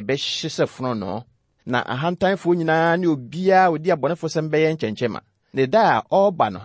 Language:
Akan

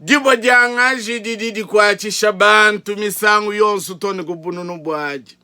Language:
Luba-Lulua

